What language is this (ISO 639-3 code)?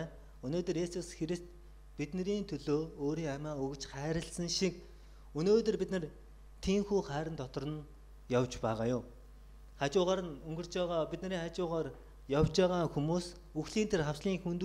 mon